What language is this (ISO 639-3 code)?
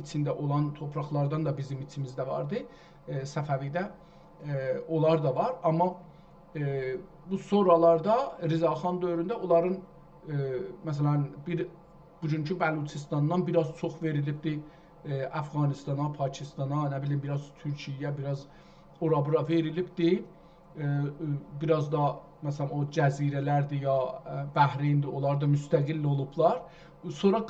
azb